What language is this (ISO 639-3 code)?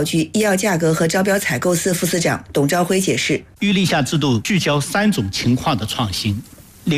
zho